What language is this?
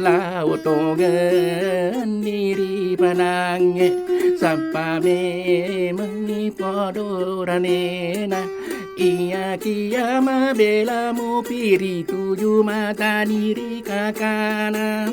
Buginese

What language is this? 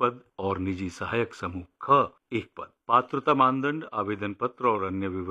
Hindi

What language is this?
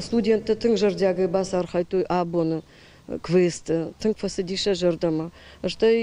Ossetic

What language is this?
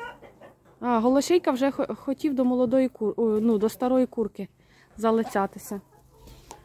Ukrainian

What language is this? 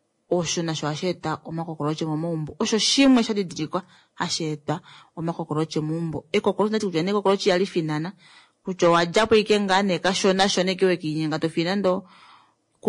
Kuanyama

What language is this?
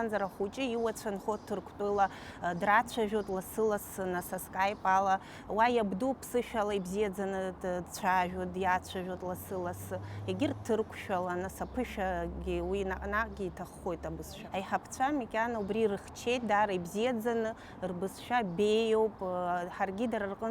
Abkhazian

